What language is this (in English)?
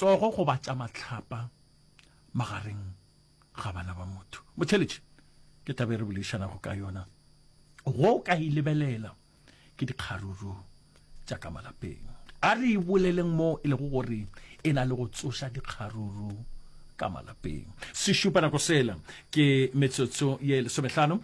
Northern Sotho